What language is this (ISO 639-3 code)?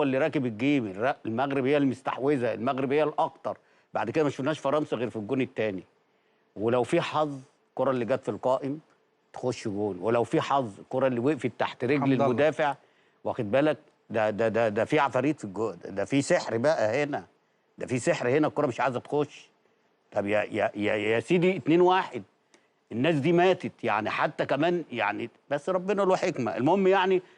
arz